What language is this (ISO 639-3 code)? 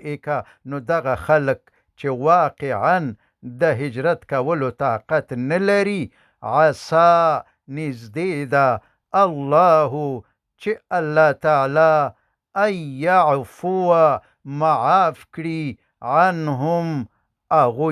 pus